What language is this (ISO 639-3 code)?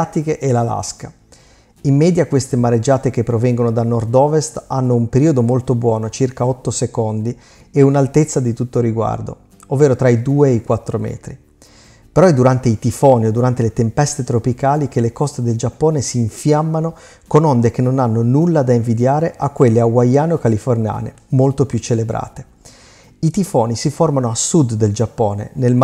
ita